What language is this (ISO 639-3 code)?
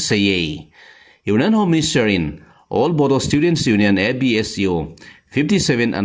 tcz